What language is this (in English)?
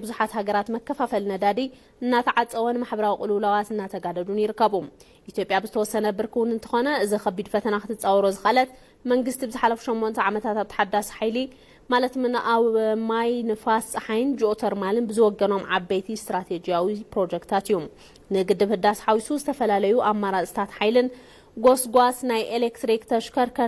Tigrinya